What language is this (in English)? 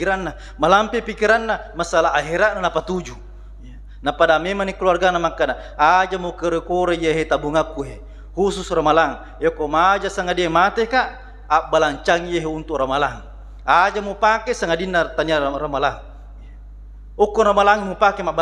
Buginese